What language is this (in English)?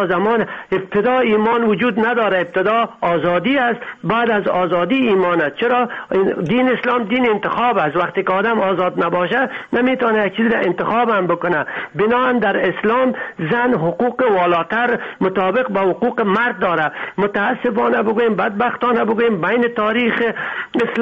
Persian